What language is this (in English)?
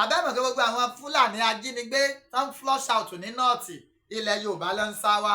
Yoruba